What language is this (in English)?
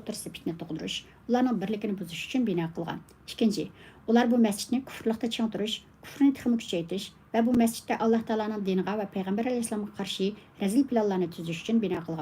Uyghur